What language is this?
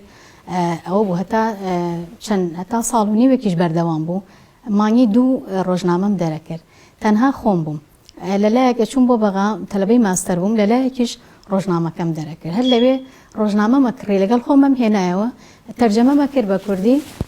Central Kurdish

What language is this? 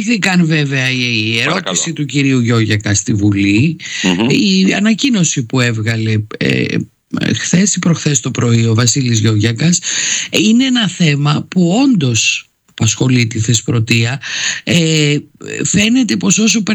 Greek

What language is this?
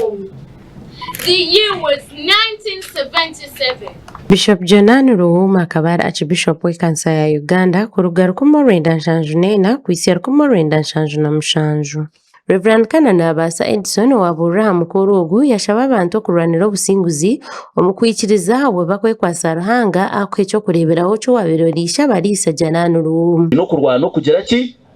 Nyankole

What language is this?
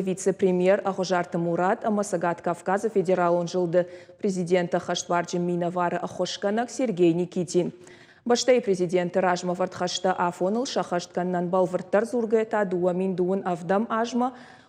Ossetic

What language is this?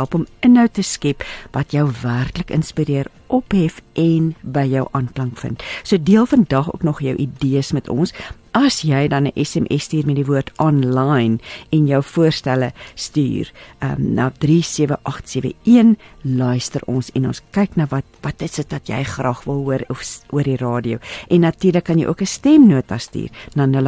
Afrikaans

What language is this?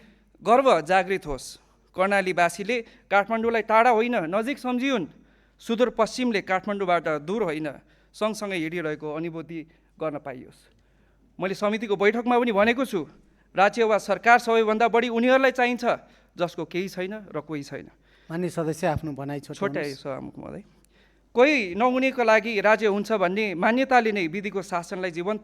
Nepali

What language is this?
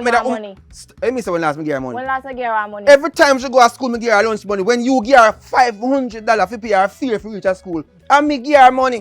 Jamaican Creole English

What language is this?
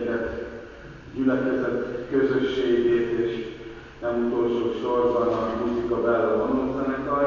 Hungarian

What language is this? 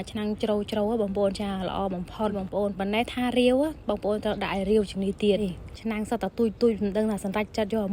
Khmer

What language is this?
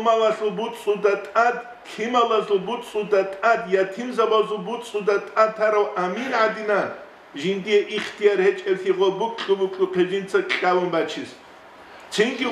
Avaric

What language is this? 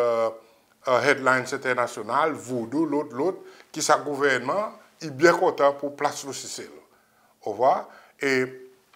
Seselwa Creole French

